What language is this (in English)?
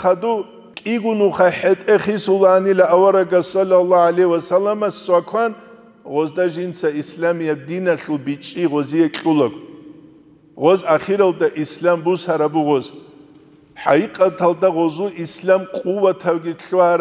Avaric